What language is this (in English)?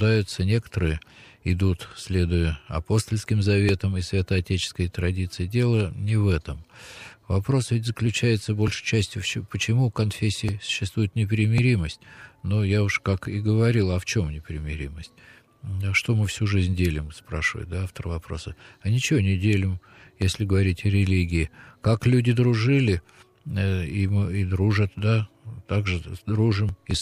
Russian